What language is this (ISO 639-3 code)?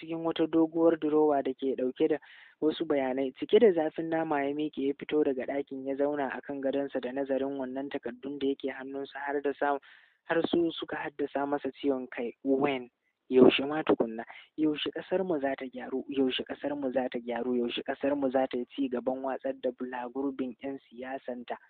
hau